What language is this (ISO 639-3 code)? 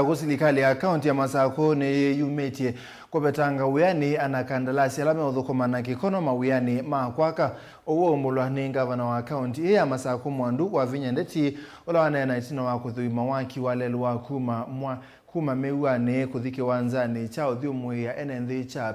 kam